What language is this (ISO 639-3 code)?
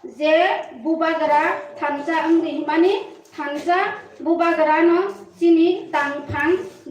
trp